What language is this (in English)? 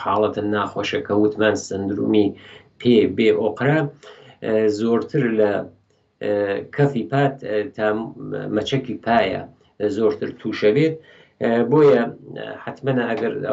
Central Kurdish